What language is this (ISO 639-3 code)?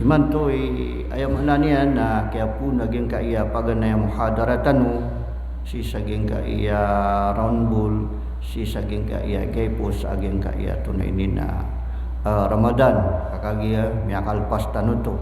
mrw